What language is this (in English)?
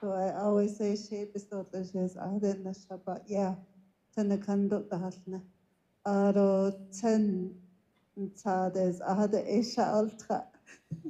Navajo